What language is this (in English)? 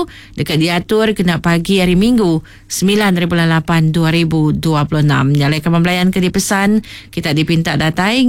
Iban